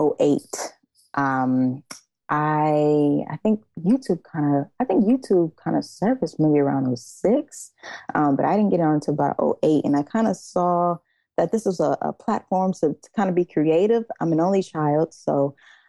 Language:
English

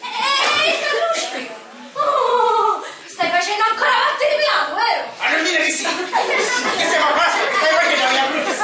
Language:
Sicilian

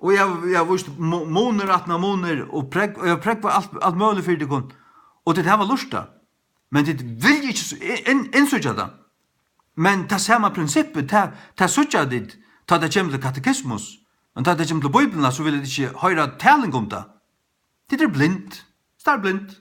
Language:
Faroese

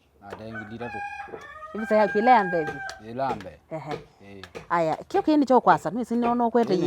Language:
Kamba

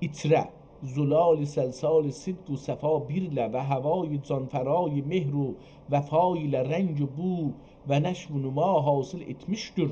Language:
South Azerbaijani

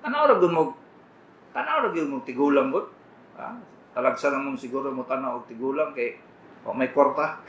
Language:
Cebuano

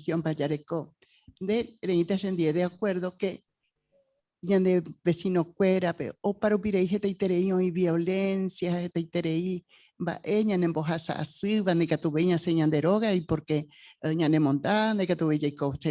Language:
Guarani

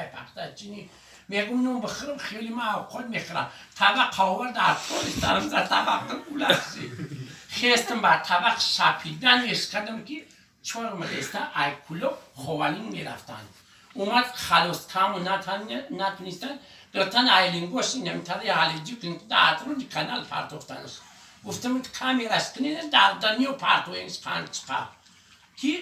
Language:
Tajik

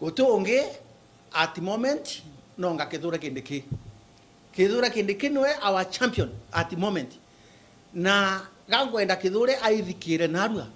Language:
Meru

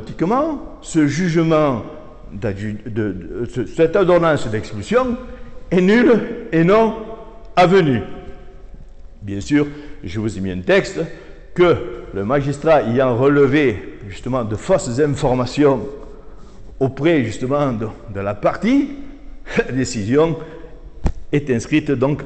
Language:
French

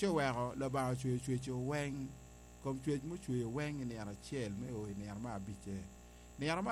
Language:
Acoli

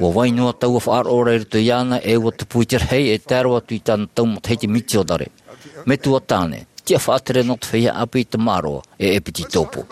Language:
Tahitian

